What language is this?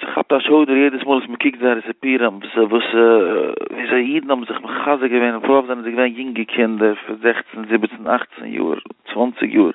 Yiddish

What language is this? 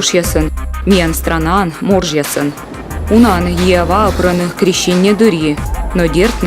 Komi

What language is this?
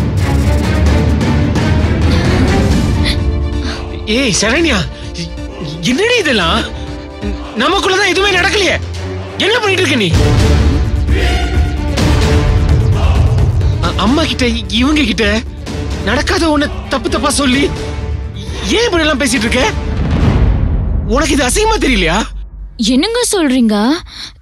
Tamil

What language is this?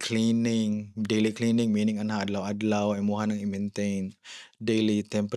Cebuano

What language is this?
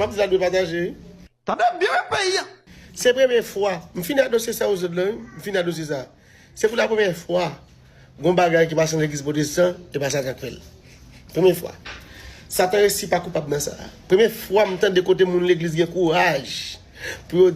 Haitian Creole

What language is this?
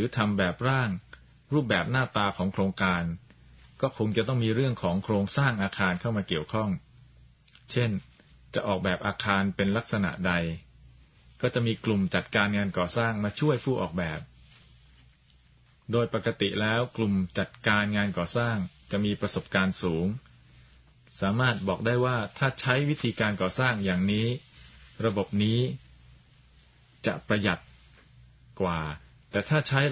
Thai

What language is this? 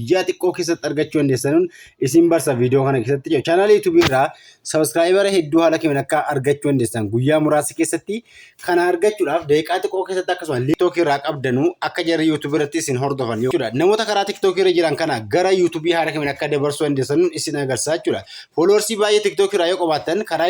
Oromo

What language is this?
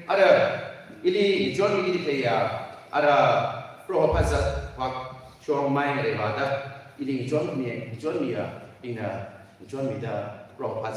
Tangkhul Naga (India)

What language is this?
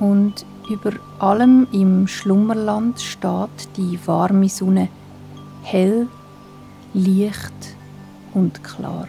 Swiss German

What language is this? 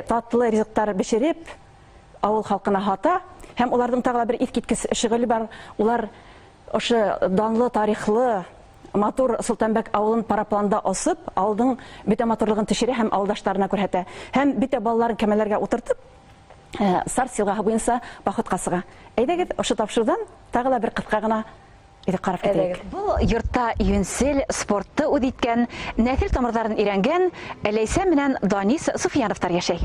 Bashkir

